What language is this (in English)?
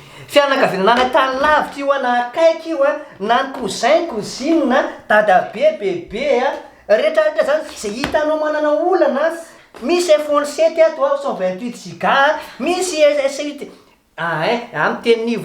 Malagasy